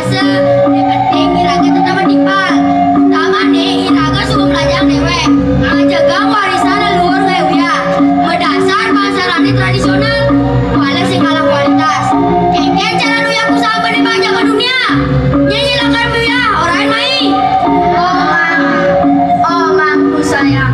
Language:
Balinese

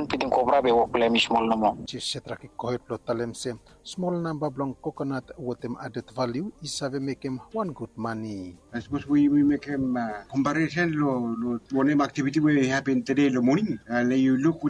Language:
Bislama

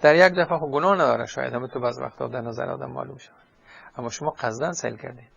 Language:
Persian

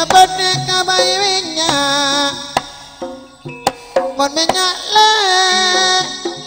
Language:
Indonesian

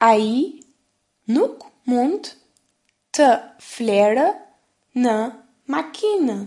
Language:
Albanian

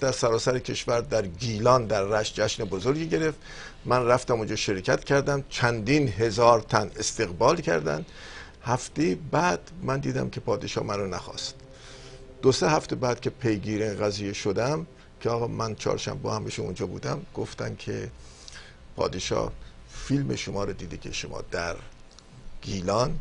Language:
Persian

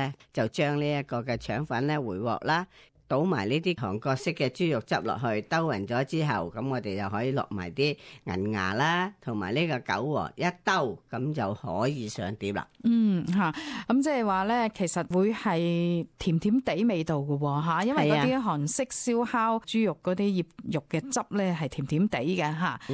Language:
Cantonese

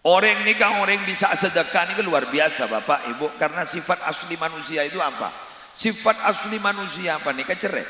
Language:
Madurese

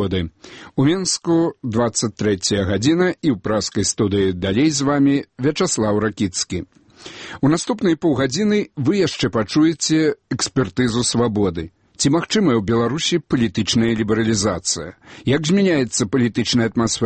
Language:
Belarusian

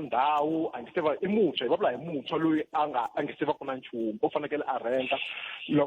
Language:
Tsonga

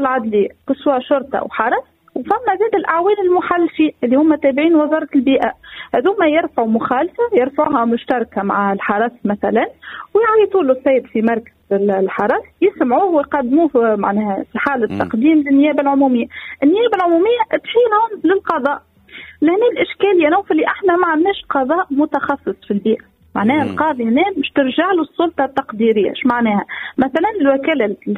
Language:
Tunisian Arabic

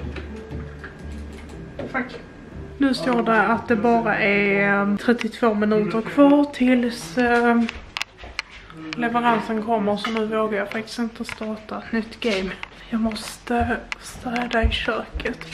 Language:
Swedish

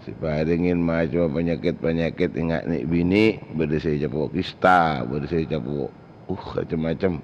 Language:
Madurese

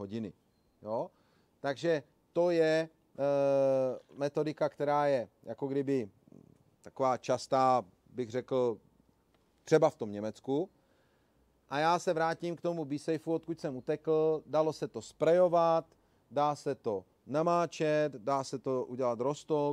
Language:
Czech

